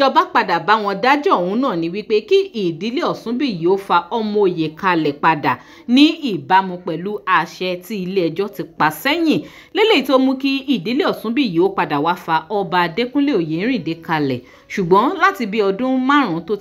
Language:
Yoruba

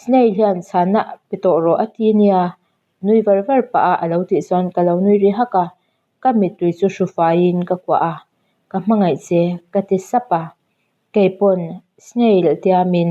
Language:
Mizo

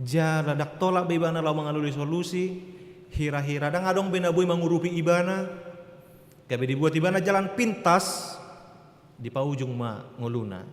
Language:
Batak Toba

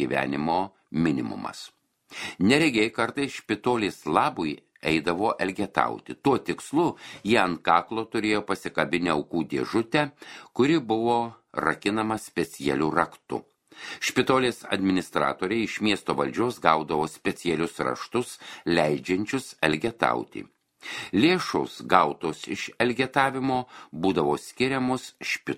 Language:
Lithuanian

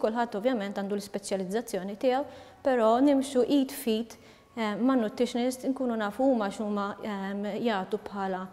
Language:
Maltese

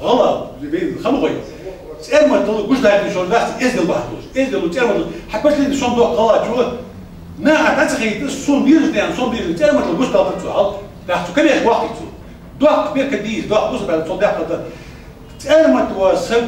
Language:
Ingush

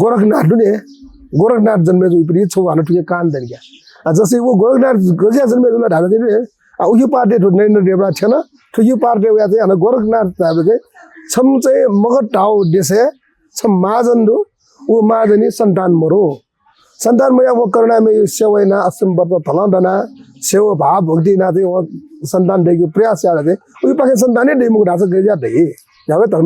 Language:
Newari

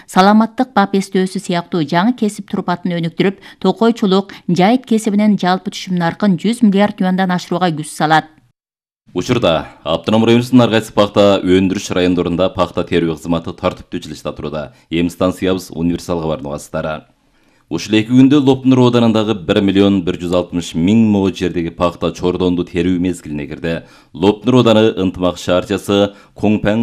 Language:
Kyrgyz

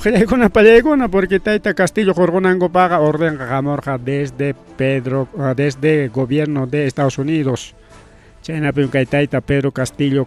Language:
Ayacucho Quechua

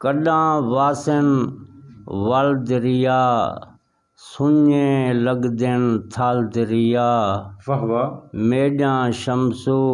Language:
Saraiki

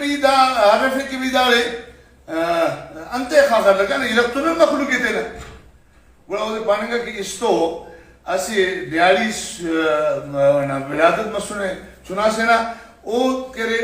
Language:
Brahui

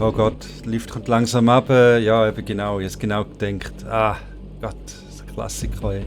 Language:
Swiss German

